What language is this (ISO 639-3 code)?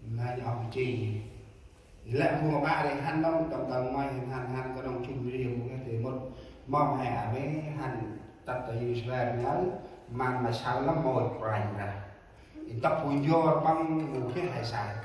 cmo